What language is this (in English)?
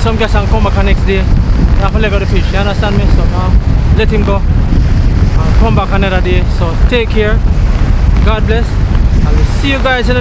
Jamaican Creole English